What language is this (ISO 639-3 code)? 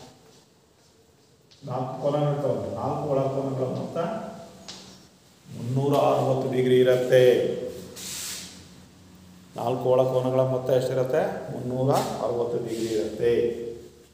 kan